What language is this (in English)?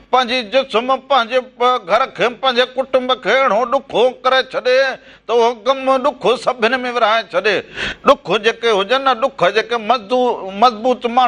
Sindhi